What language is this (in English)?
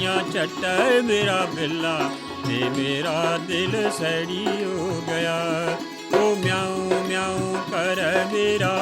Dogri